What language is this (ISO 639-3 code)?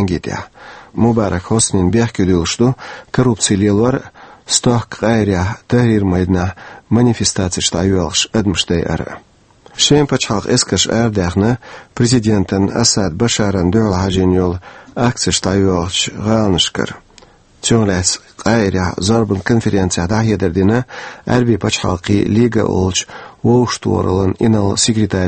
che